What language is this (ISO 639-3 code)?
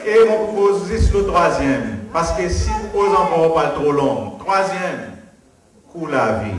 crs